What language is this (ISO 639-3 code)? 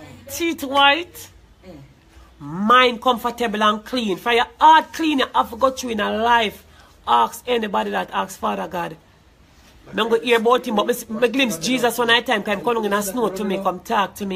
jam